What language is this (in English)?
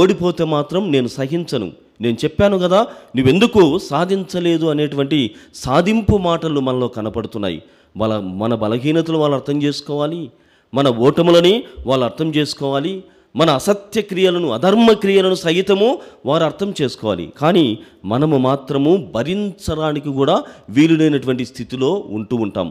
Telugu